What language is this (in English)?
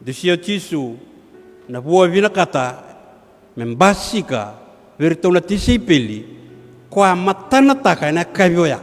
Fijian